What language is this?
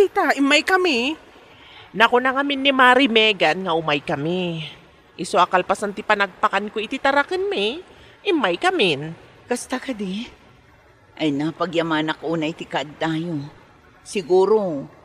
Iloko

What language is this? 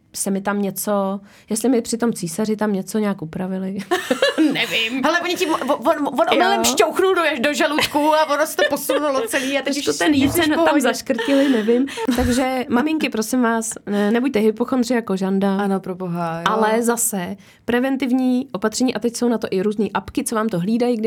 Czech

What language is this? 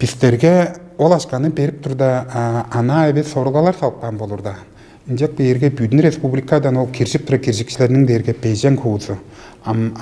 Tuvinian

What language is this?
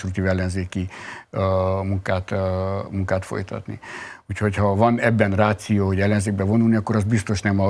Hungarian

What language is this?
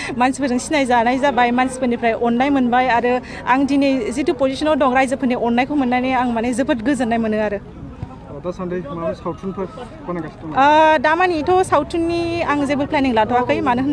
Bodo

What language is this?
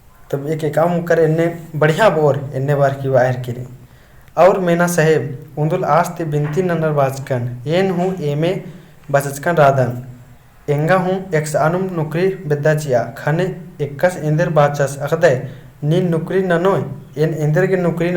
Kurukh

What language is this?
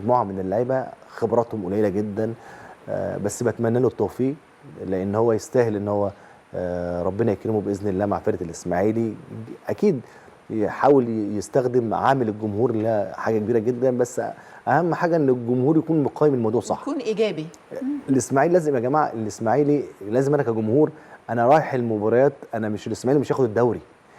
Egyptian Arabic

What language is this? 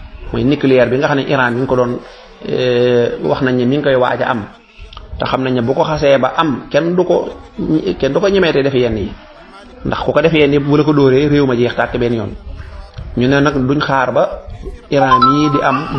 Wolof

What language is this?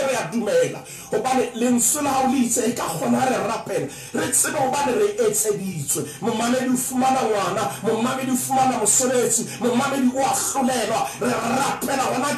Southern Sotho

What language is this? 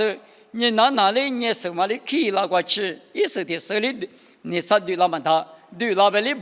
Lisu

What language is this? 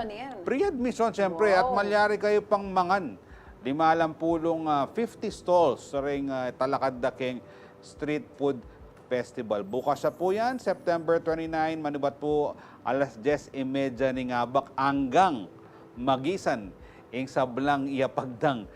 Pampanga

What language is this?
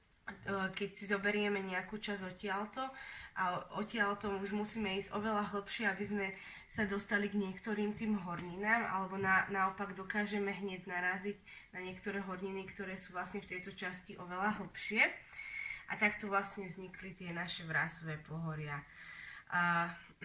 Slovak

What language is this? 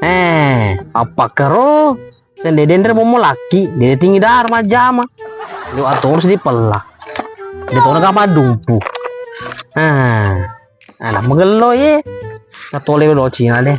Buginese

